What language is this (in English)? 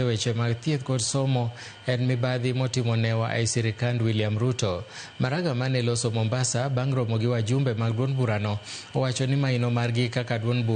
Luo (Kenya and Tanzania)